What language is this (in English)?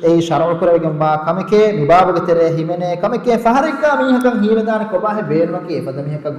Divehi